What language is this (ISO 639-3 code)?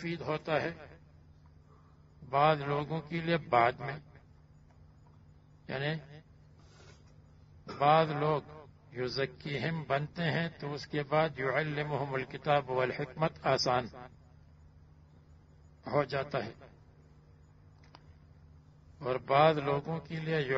urd